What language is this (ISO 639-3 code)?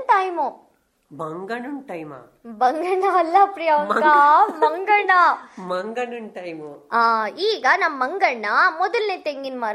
kan